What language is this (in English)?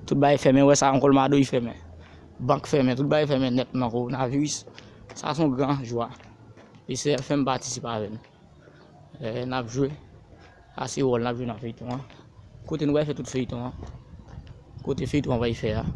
Haitian Creole